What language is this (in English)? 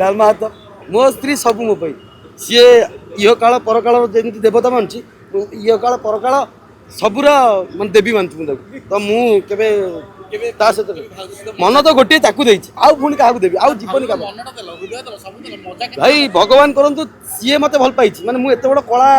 Odia